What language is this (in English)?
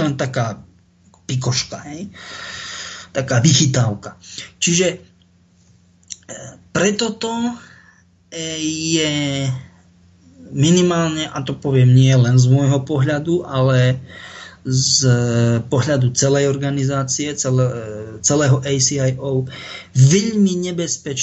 Slovak